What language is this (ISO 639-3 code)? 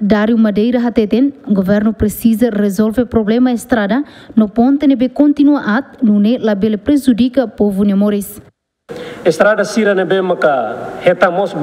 tet